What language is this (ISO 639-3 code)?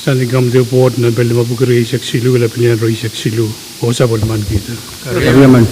pon